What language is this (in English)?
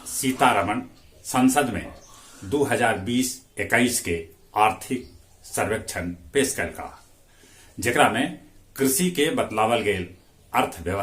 Magahi